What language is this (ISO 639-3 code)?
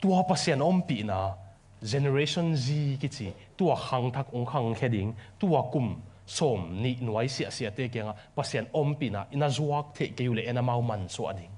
ctd